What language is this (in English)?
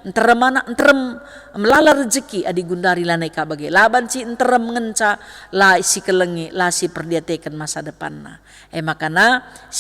Batak Karo